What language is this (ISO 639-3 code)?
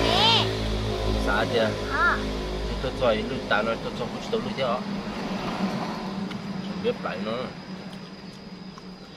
vie